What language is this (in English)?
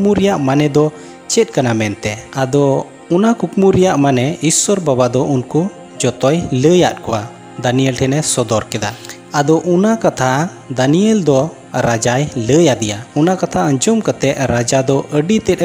Santali